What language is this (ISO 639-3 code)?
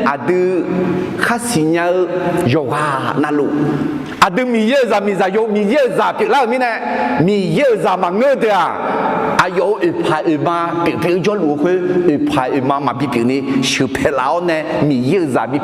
ahk